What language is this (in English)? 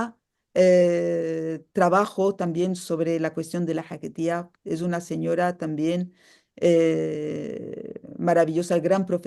Ladino